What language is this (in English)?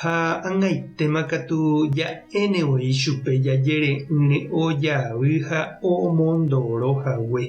Guarani